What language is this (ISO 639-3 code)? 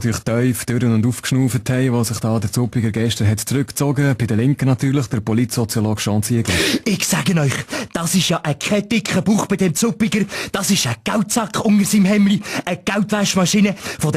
gsw